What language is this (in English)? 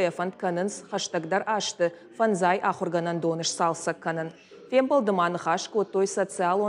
Ossetic